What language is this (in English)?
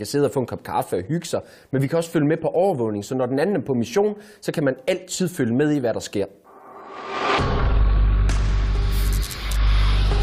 Danish